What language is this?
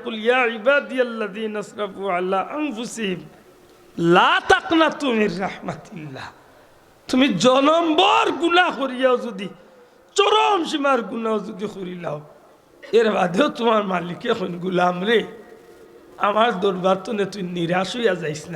Sylheti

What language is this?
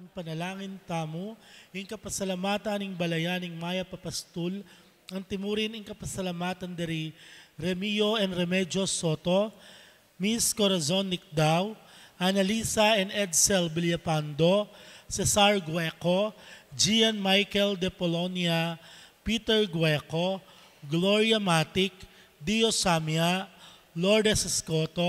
Pampanga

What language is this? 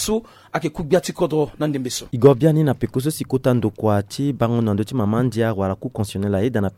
Sango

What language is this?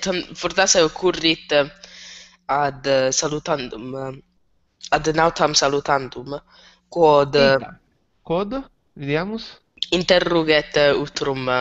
Latin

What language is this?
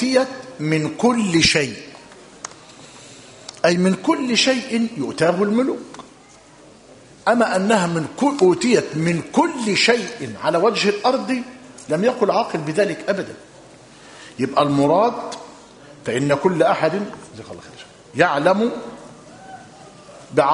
Arabic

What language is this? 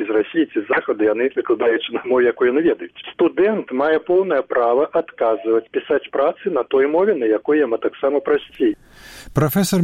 Belarusian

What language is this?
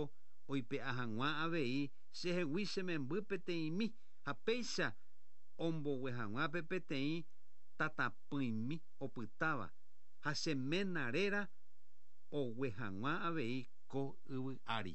Guarani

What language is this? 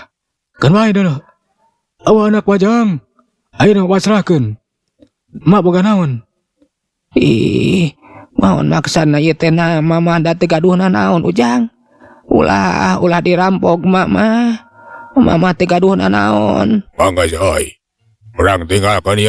Sundanese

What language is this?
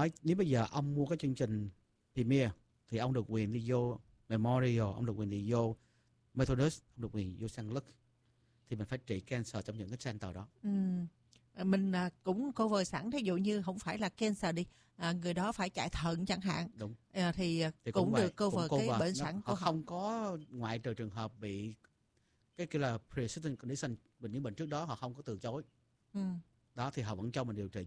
Vietnamese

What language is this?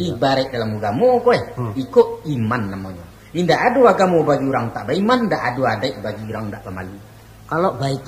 Minangkabau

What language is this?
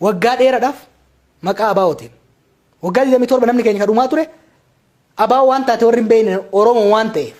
Oromo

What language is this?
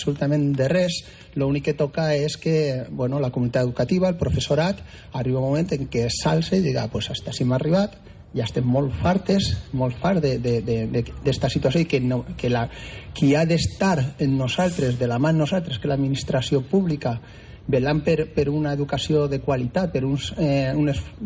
Catalan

